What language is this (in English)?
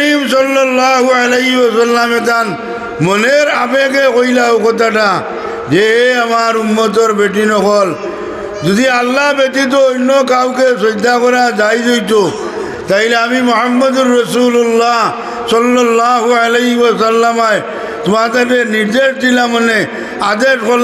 Sylheti